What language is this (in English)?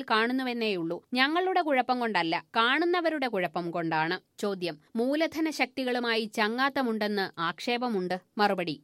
Malayalam